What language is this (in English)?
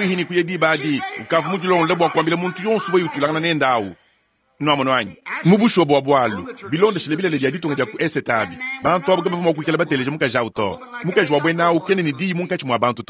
Luba-Lulua